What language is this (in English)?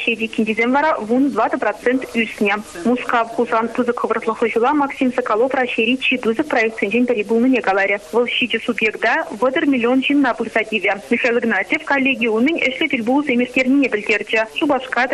Chuvash